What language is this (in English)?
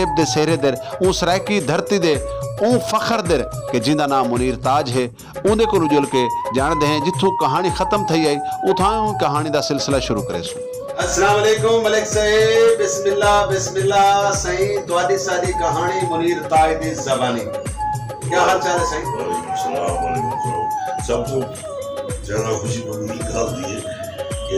Saraiki